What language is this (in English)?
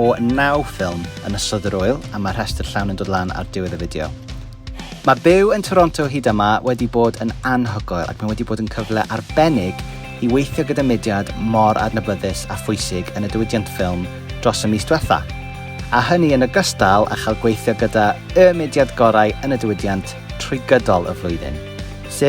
Welsh